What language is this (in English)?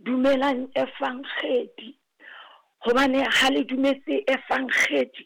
Southern Sotho